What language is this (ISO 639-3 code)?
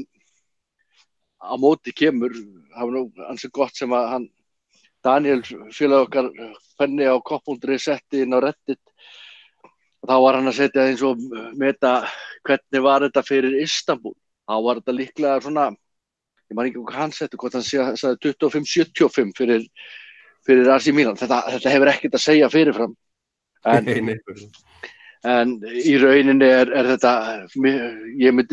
isl